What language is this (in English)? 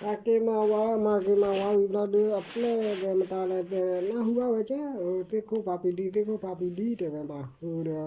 S'gaw Karen